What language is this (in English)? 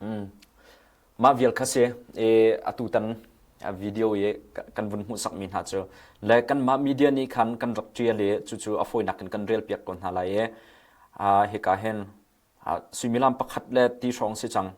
Hakha Chin